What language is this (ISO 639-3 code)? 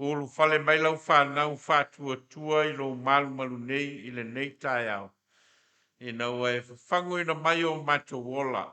smo